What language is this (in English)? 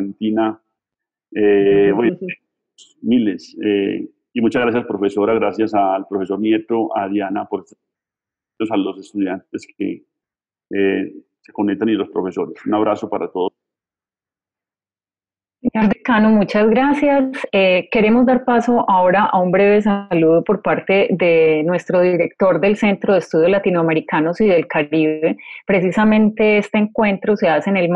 Spanish